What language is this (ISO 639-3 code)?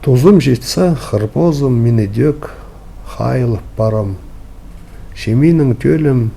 kjh